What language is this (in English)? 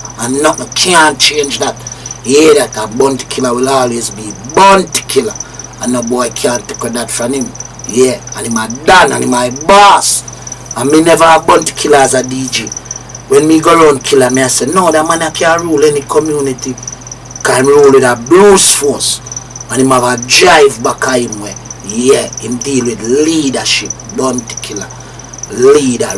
Jamaican Creole English